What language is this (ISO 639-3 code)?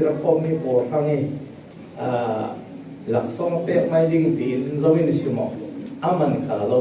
cfm